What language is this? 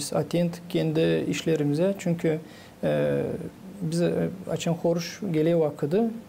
Gagauz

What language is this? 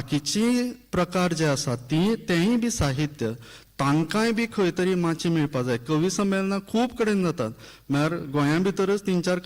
Konkani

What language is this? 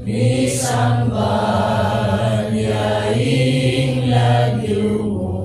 Pampanga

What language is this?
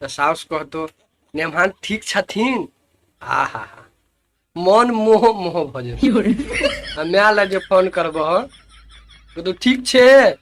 Maithili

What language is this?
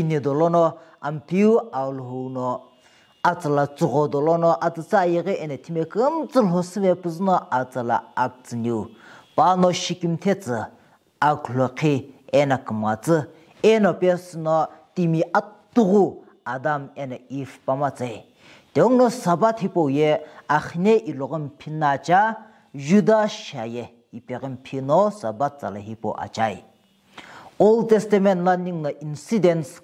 Sumi Naga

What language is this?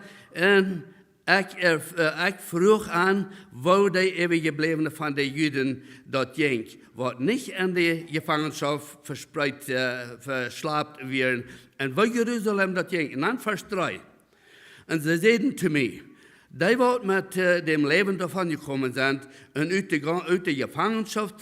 Plautdietsch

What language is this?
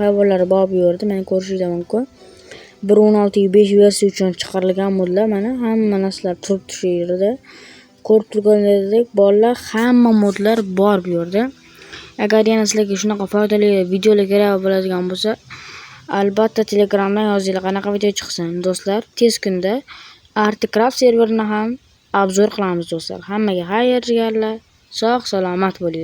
Uzbek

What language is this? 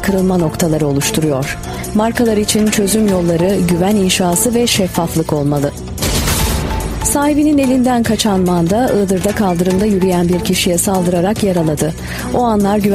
Turkish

